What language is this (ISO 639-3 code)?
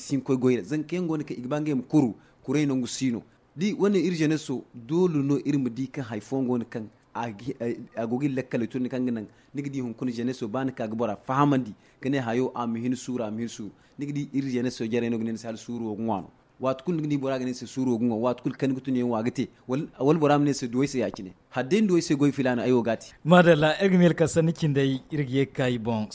dje